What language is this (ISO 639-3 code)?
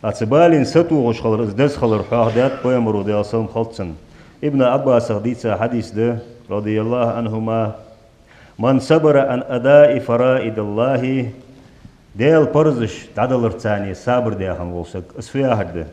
inh